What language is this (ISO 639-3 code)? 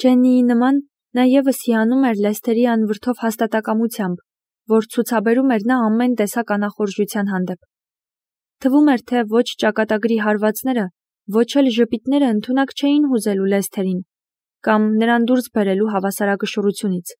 hye